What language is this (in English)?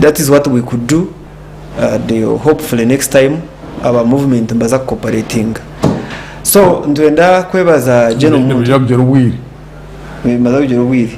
Nyankole